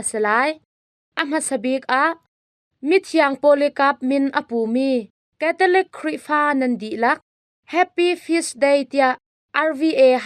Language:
Hakha Chin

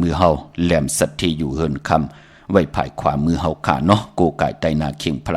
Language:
Shan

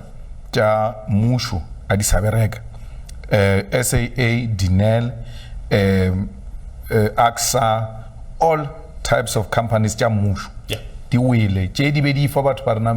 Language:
Northern Sotho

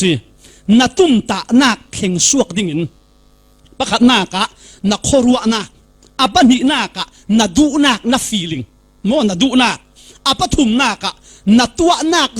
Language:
Falam Chin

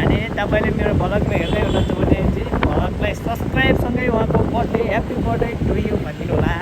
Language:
Nepali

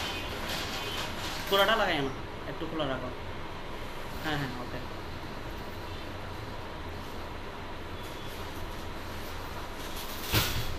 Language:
Bangla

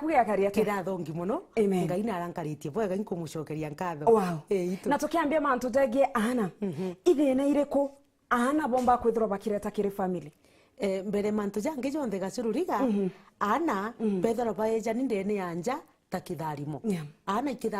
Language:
Meru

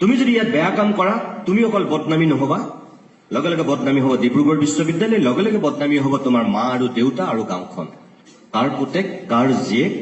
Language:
Assamese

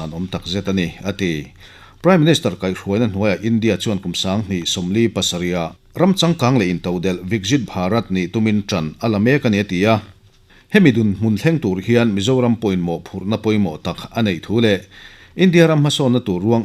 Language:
Mizo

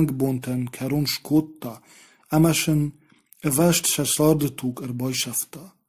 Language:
Ossetic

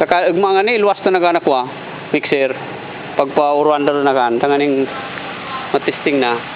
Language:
Bikol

